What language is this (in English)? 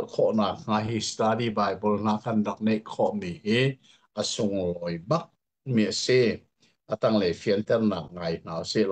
Hakha Chin